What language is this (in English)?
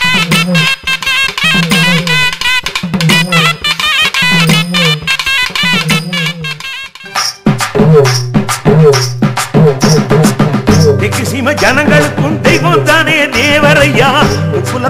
Tamil